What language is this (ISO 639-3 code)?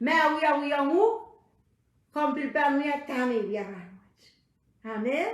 pon